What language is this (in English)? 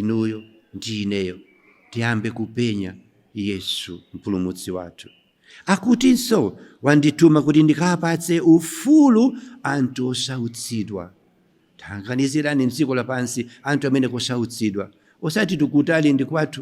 Nyanja